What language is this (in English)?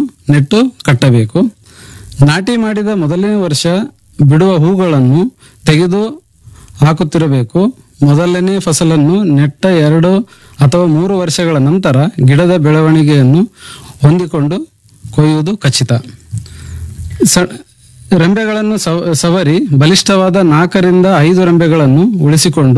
Kannada